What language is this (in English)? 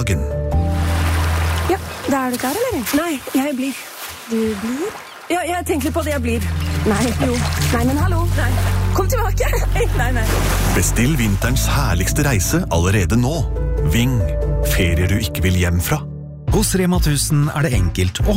Norwegian